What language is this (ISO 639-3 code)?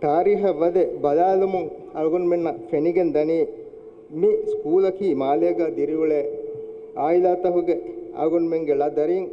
div